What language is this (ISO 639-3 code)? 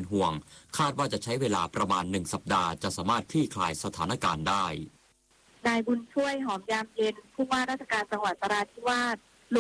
tha